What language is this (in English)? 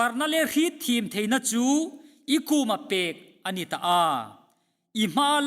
Hmar